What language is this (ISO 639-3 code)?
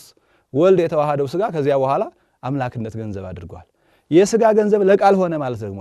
amh